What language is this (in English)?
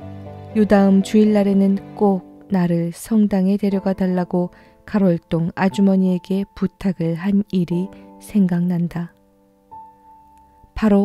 Korean